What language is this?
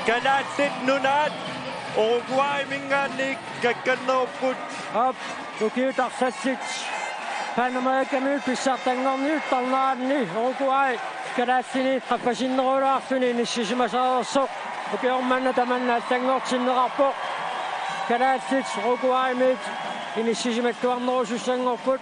Kalaallisut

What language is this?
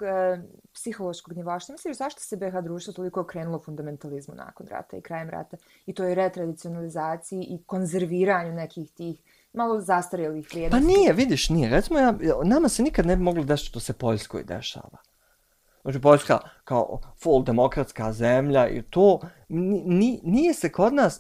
Bosnian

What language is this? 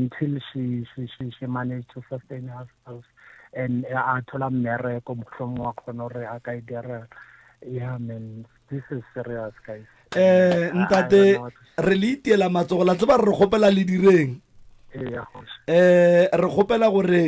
Northern Sotho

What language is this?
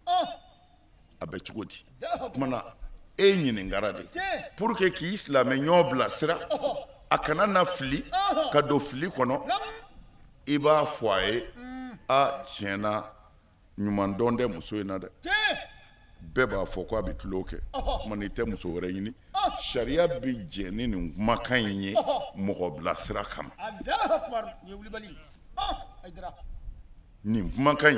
Bambara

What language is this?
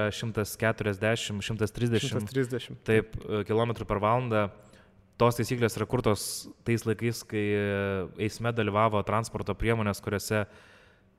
Lithuanian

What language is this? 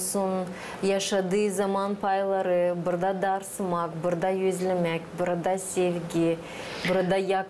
Gagauz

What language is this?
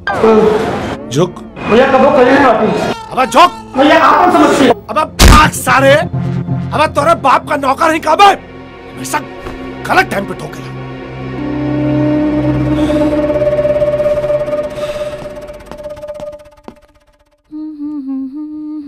Bhojpuri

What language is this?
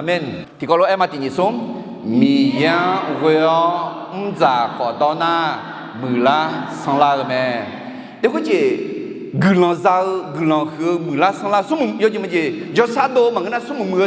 Akha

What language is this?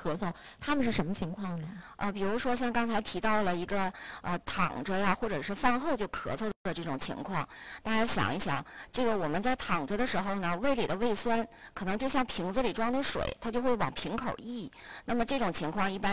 Chinese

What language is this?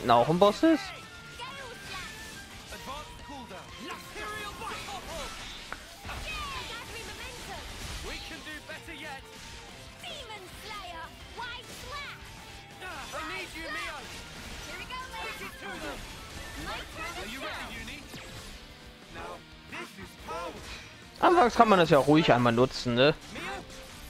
German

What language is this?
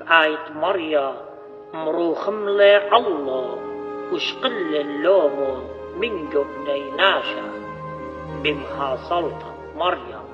Assyrian Neo-Aramaic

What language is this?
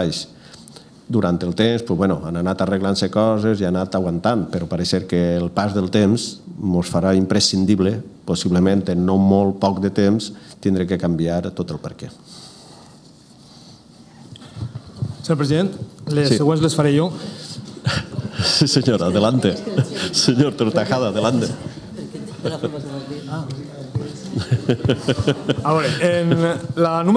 Catalan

